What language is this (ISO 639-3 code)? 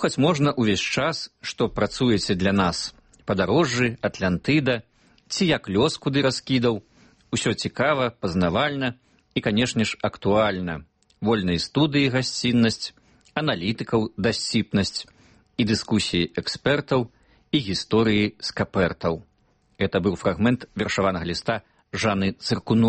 bel